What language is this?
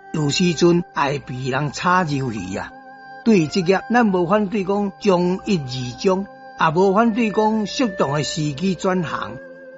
Min Nan Chinese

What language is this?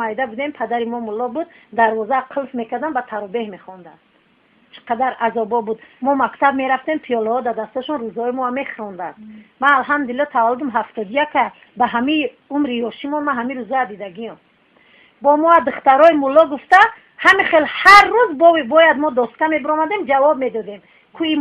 Tajik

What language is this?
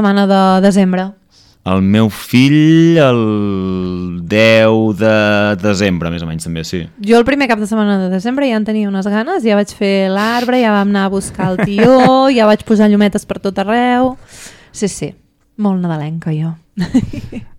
Catalan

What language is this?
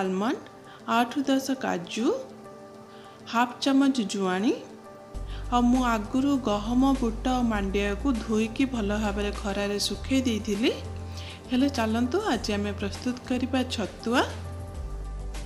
Odia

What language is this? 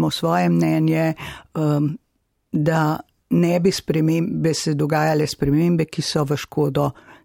Slovenian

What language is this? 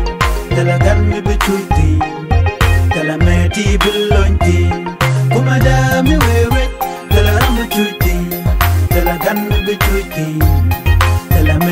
Nuer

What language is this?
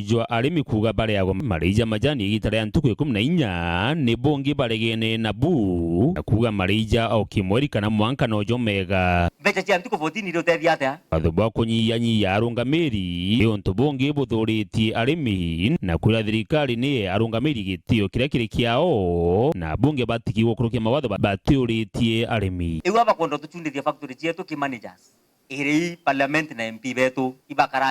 Meru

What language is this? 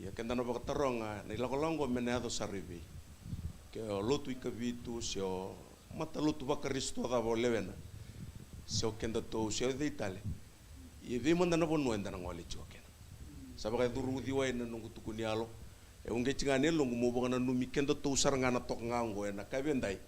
Fijian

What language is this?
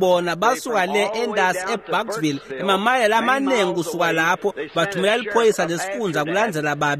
Swati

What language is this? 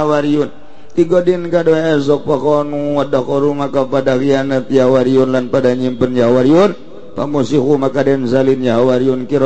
Sundanese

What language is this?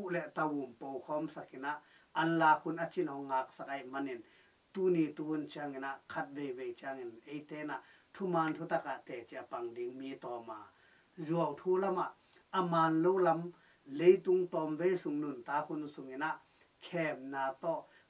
Tedim Chin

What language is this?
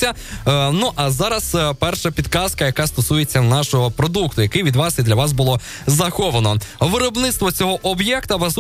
Ukrainian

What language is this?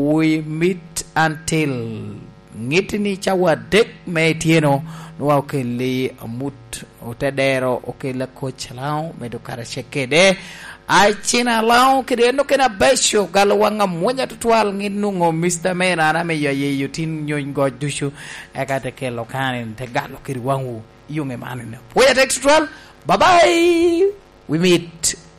Lango (Uganda)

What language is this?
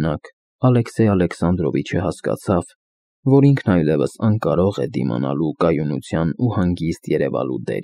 Armenian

